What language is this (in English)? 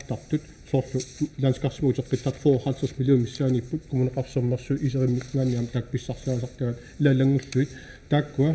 Kalaallisut